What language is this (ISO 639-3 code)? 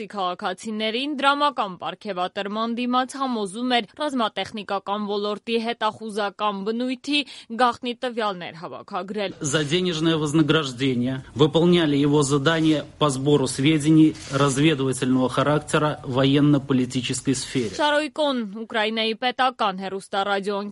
hye